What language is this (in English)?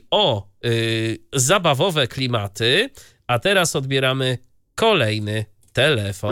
Polish